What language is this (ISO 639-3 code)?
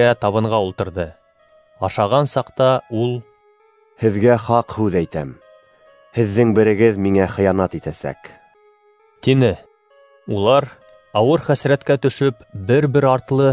bak